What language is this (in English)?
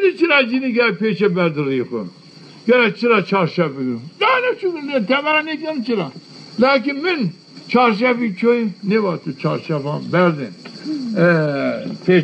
Zaza